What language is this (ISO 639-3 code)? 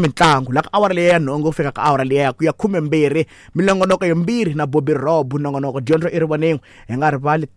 tso